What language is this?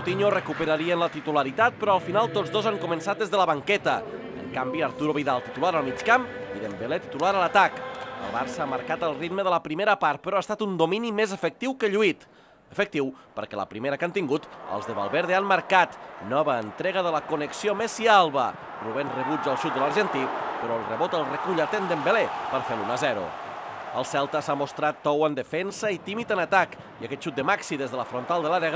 Catalan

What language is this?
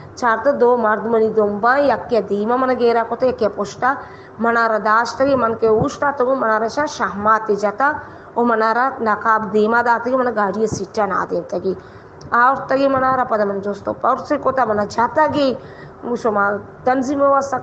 Baluchi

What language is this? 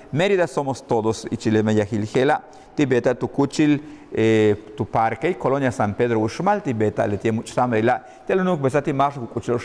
Yucateco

